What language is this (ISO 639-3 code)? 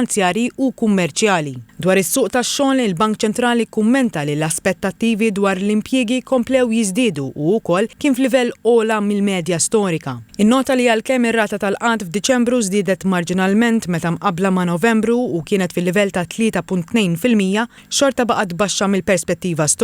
mlt